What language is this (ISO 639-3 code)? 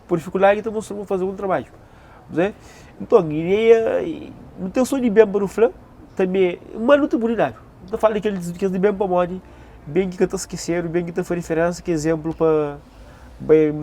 kea